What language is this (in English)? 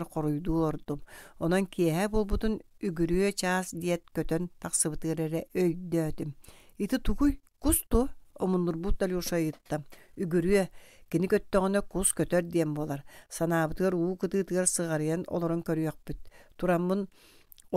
Yakut